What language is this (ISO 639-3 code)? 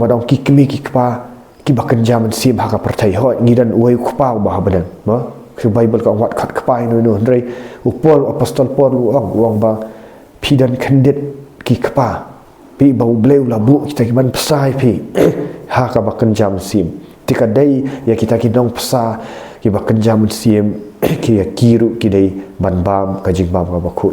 kha